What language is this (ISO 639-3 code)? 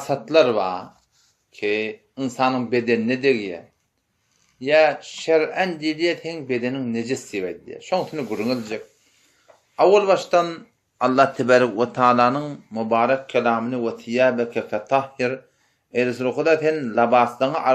tuk